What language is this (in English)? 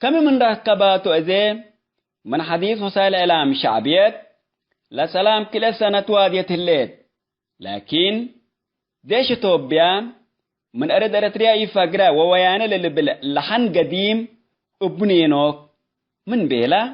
Tigre